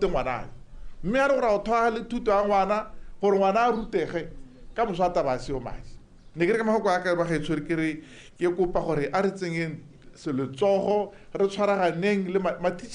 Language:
Tswana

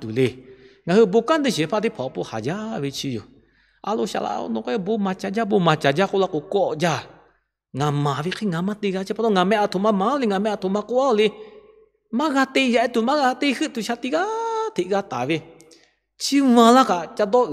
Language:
Lahu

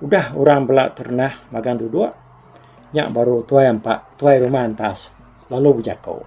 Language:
Iban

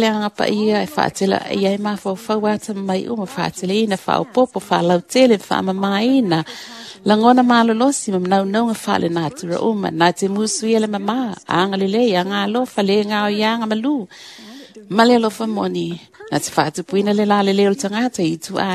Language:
Samoan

